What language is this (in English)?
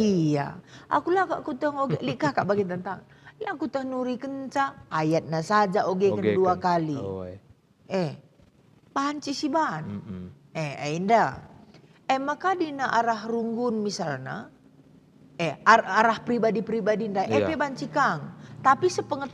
Batak Karo